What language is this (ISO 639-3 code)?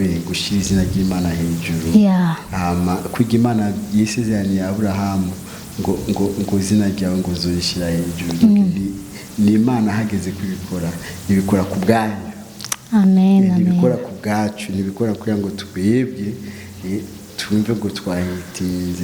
run